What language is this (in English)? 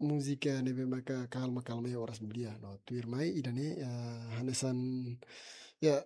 Tetum